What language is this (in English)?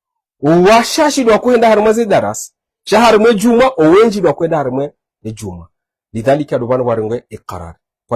Ngazidja Comorian